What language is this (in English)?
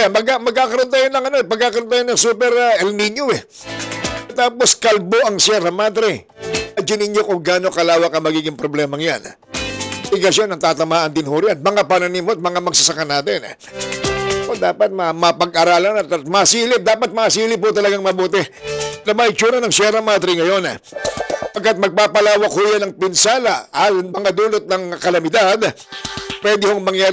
Filipino